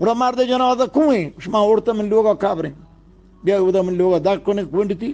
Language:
Eastern Balochi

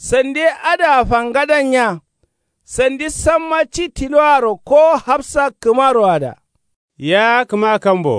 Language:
Kanuri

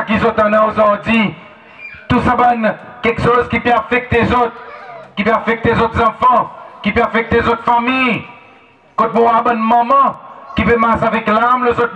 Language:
Seselwa Creole French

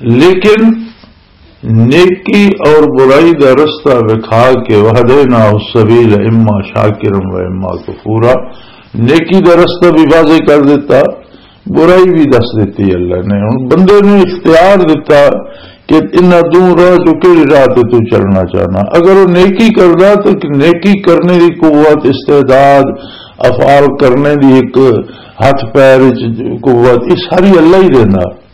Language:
Western Panjabi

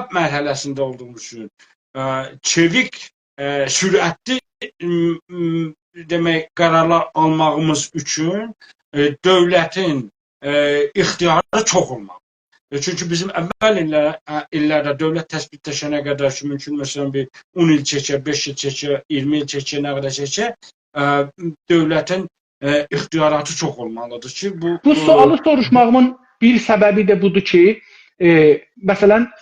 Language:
South Azerbaijani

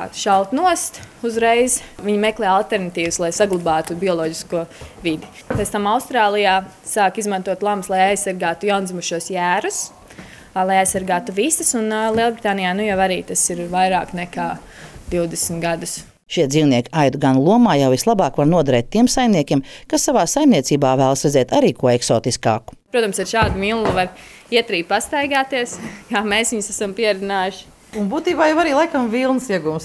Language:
Latvian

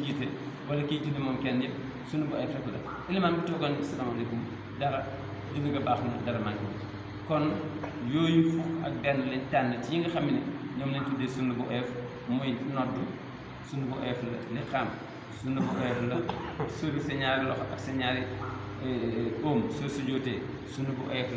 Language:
Wolof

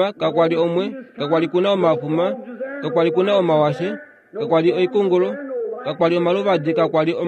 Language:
Kuanyama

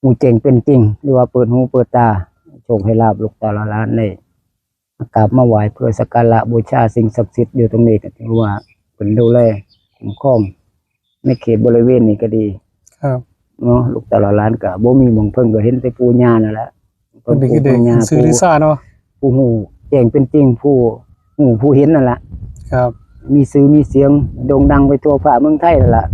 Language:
Northeastern Thai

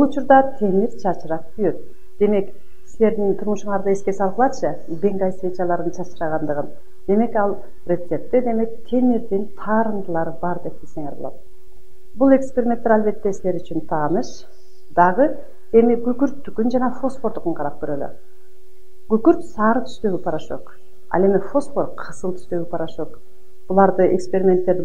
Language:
Kyrgyz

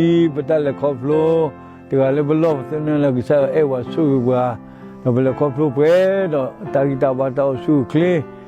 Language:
S'gaw Karen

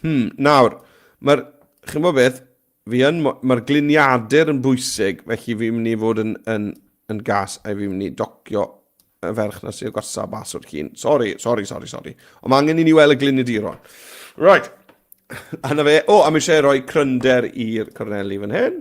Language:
Welsh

